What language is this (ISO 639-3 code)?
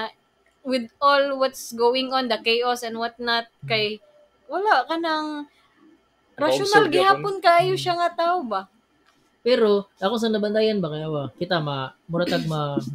ceb